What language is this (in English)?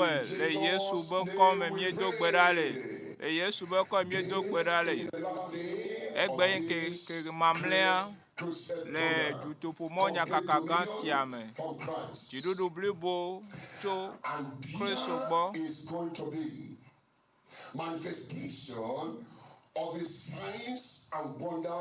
Ewe